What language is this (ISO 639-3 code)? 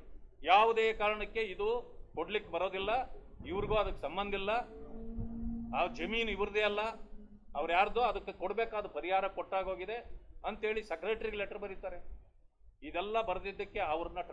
kan